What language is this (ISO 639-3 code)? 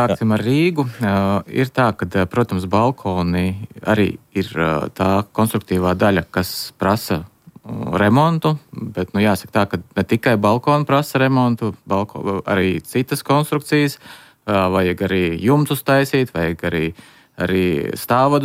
lav